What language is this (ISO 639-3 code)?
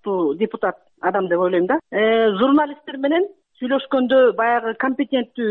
kir